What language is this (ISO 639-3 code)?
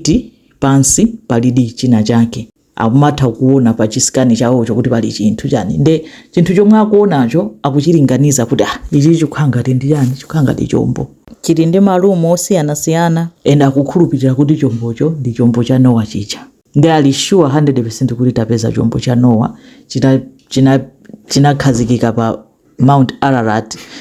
nya